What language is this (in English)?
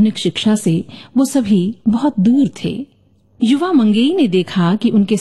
Hindi